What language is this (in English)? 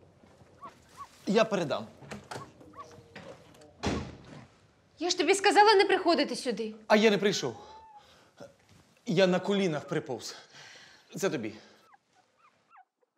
Ukrainian